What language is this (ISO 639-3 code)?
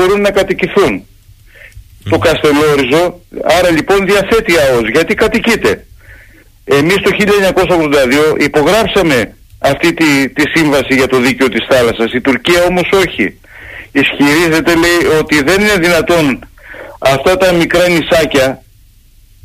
ell